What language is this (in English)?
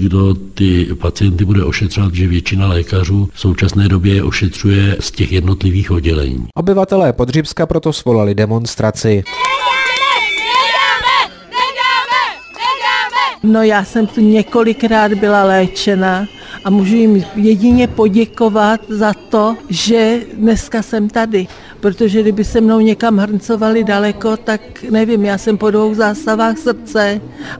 Czech